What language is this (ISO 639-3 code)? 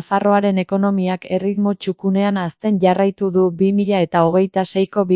eus